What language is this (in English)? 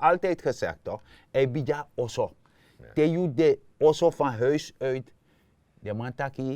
Sranan Tongo